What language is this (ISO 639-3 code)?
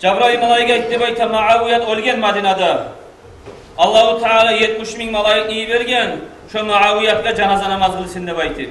kum